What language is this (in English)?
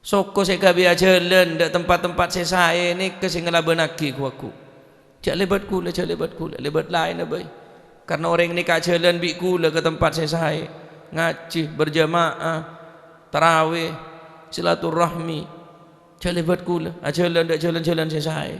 Madurese